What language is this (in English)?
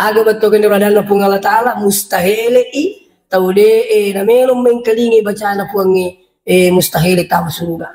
Buginese